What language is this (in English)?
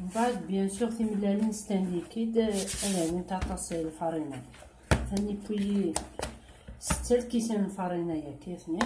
Kabyle